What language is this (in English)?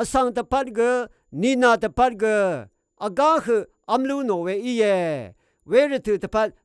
Rawang